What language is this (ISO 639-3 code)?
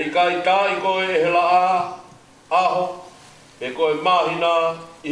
ton